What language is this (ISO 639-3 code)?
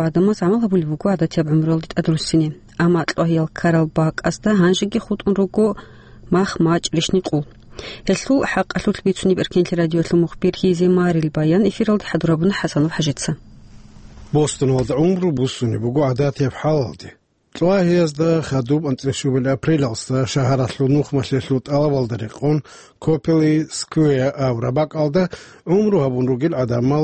ava